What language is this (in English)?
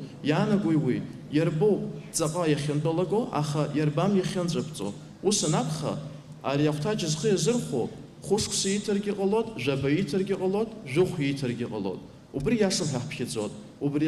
Abkhazian